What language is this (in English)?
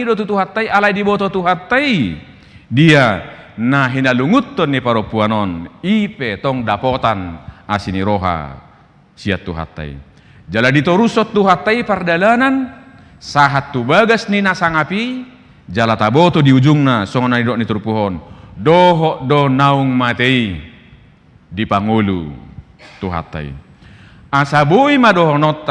Batak Toba